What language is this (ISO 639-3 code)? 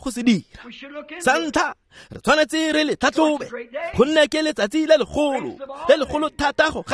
tsn